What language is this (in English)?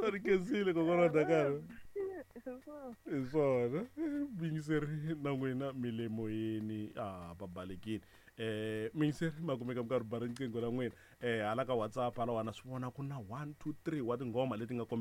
Tsonga